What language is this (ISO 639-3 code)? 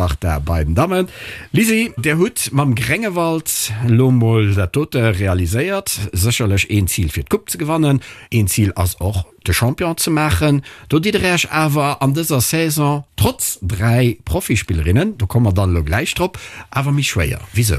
ltz